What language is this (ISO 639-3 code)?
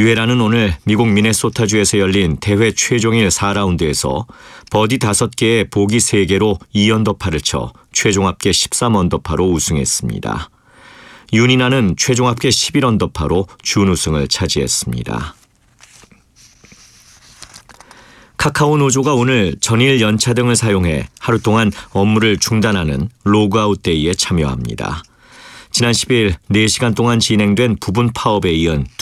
kor